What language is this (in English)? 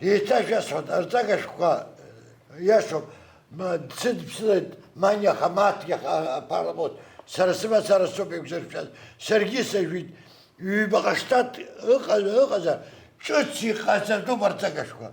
Abkhazian